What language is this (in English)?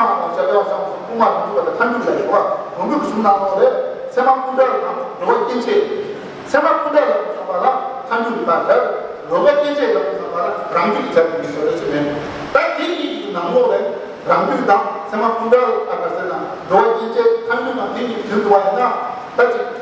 Tibetan